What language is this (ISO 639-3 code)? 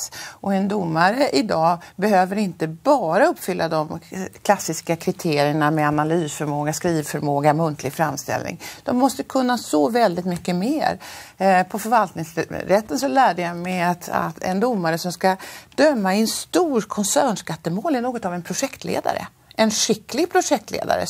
swe